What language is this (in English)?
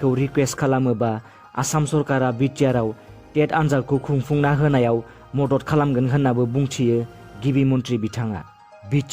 Bodo